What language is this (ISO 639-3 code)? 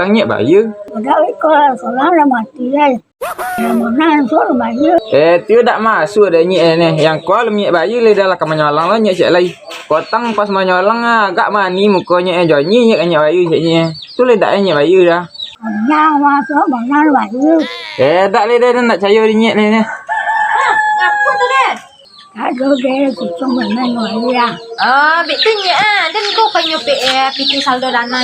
min